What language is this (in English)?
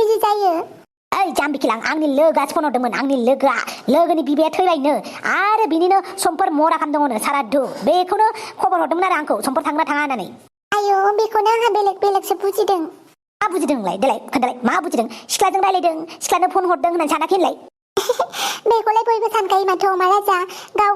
Bodo